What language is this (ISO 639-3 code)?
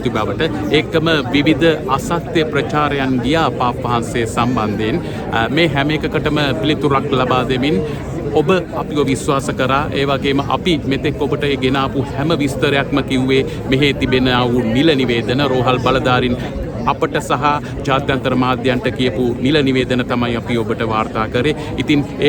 sin